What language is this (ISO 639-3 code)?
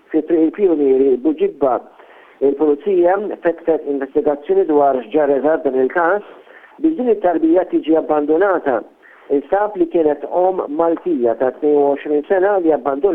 mlt